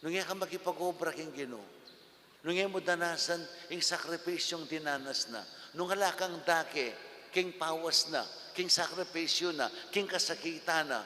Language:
Pampanga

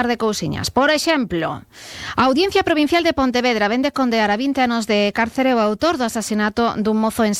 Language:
Galician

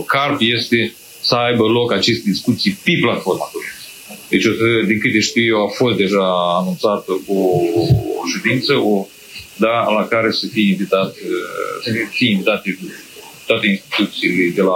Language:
Romanian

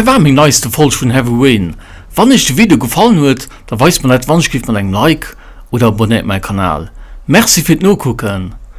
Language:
Luxembourgish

